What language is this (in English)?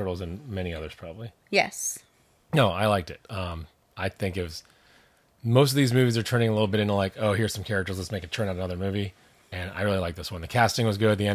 English